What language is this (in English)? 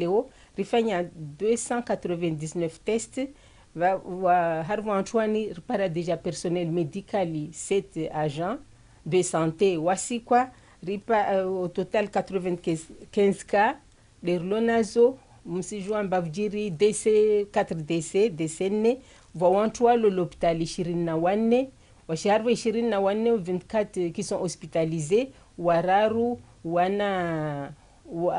Ngazidja Comorian